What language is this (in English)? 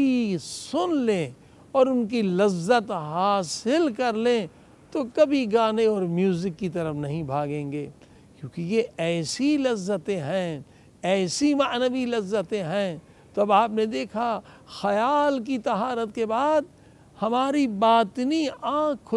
Urdu